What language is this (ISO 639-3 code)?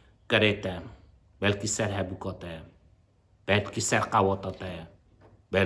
kur